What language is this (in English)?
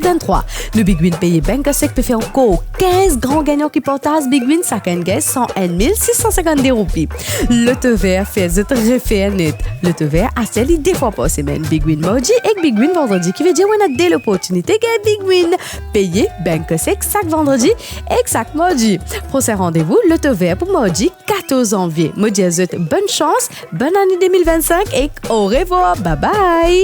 Morisyen